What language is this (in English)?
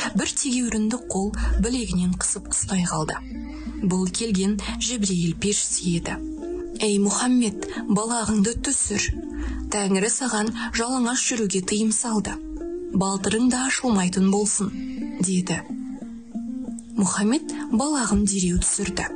Kazakh